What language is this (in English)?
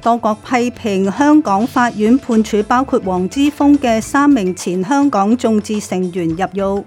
Cantonese